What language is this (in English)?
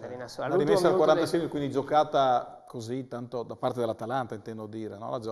Italian